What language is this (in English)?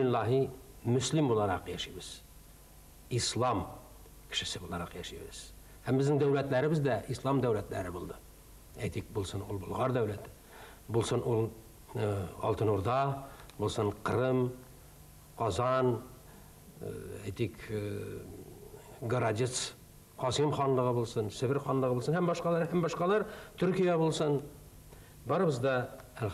Tatar